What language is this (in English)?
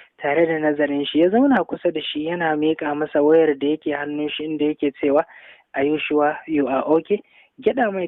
Hausa